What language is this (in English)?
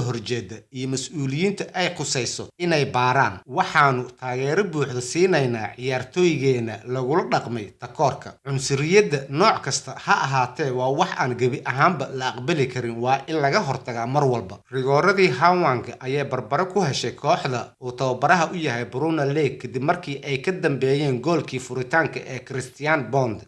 Somali